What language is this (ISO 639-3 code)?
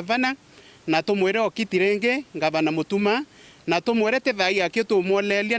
mer